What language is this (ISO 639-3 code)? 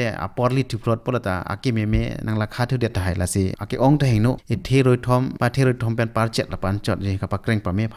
mjw